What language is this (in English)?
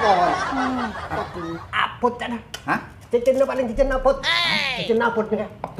Madurese